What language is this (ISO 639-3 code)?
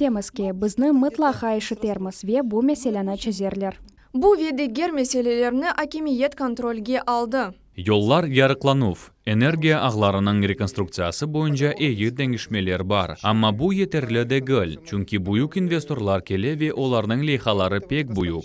crh